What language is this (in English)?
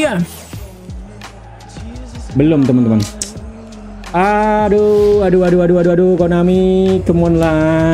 Indonesian